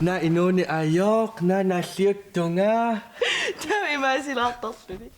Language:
Kalaallisut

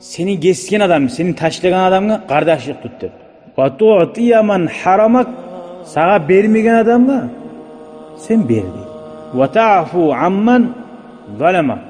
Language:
Kumyk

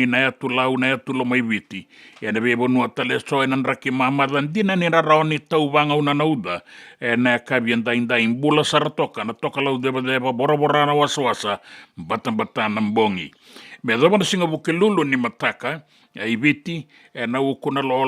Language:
Fijian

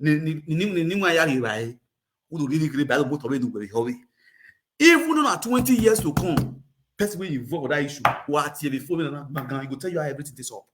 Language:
Nigerian Pidgin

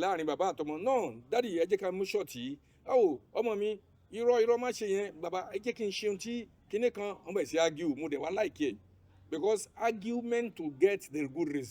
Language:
Yoruba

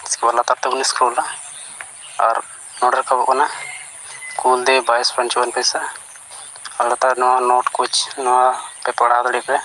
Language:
Santali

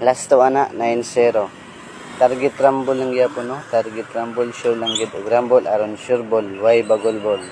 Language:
Cebuano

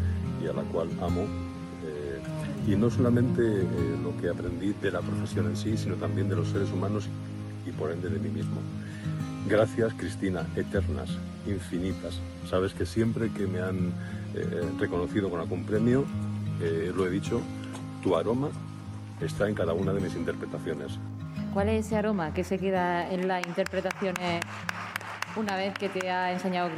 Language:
Spanish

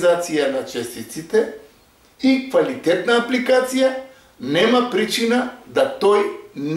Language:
Macedonian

